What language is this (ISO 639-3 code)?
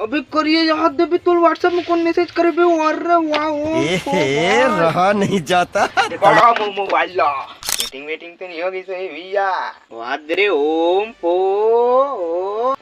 hne